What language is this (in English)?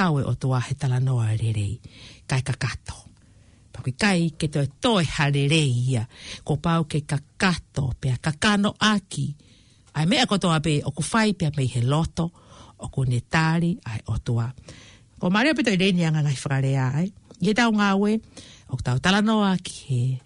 Tongan